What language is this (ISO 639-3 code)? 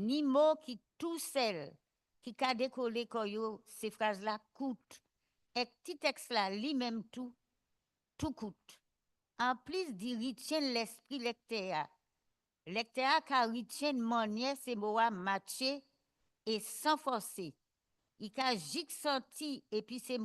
gcf